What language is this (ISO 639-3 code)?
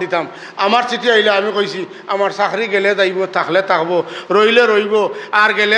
syl